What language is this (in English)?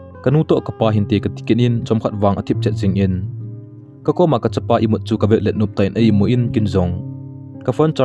Thado Chin